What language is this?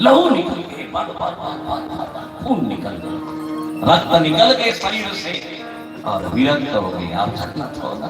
Chhattisgarhi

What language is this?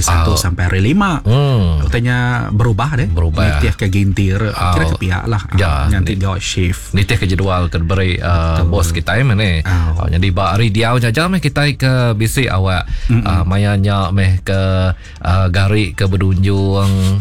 Iban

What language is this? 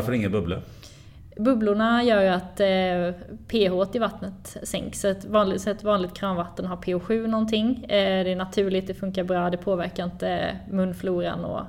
Swedish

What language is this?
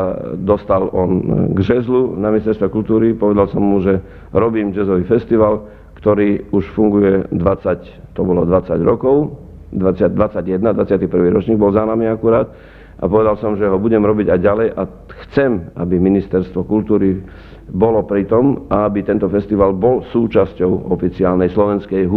Slovak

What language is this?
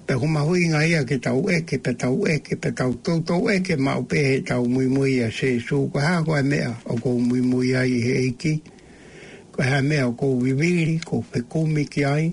Tongan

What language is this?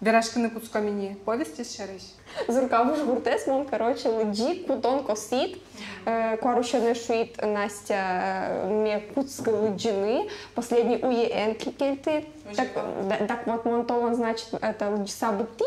Udmurt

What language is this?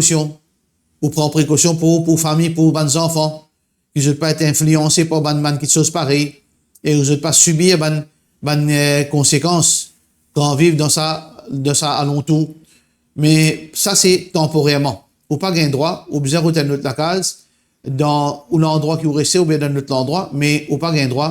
Morisyen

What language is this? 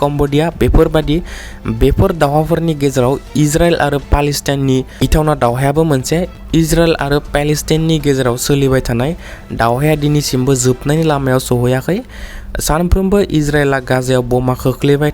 Bodo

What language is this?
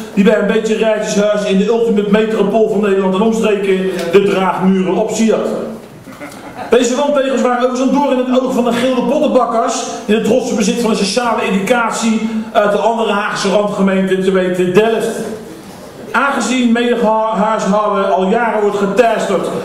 Dutch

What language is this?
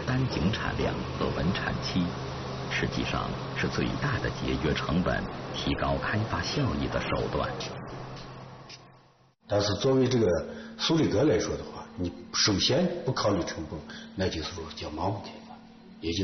Chinese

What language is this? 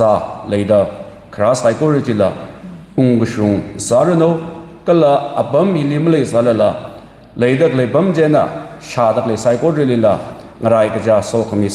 Tangkhul Naga (India)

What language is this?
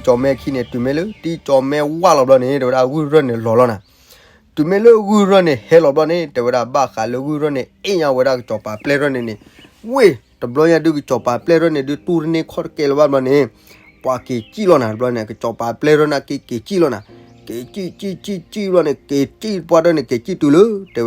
S'gaw Karen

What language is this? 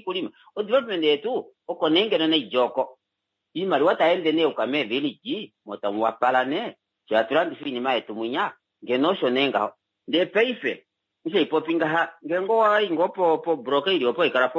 Kuanyama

